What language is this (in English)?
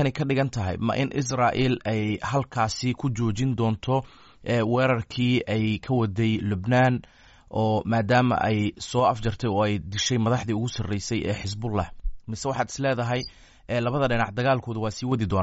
Somali